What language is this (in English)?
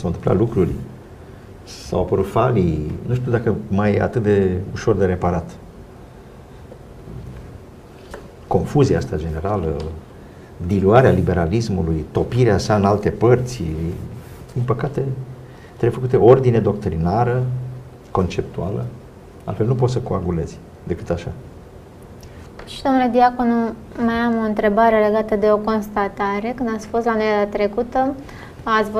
Romanian